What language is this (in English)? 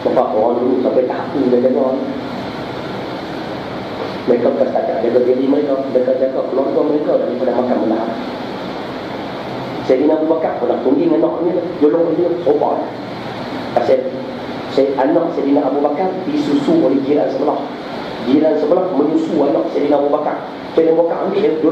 Malay